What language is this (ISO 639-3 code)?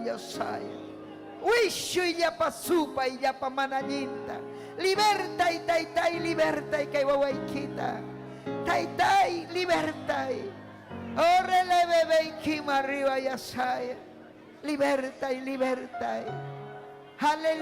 quy